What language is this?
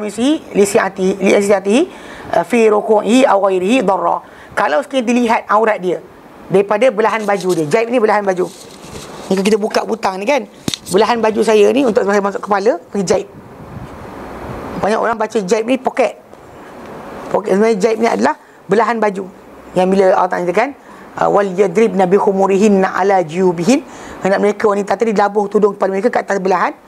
Malay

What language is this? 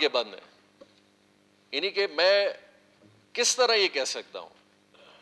Urdu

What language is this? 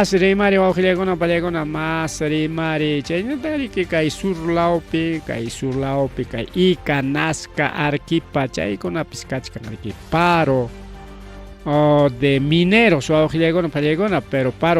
Ayacucho Quechua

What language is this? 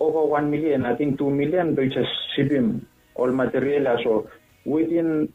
Bislama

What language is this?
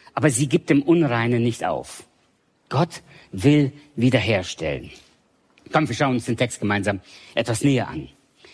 German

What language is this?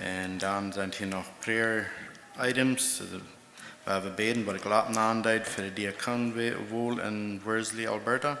Plautdietsch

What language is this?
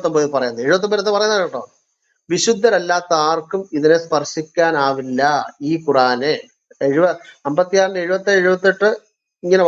Malayalam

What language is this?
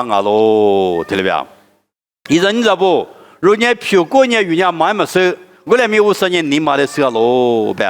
Lisu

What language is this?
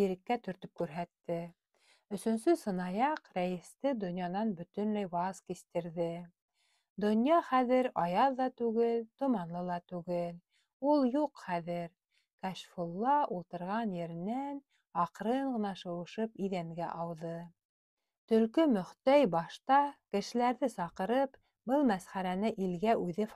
Bashkir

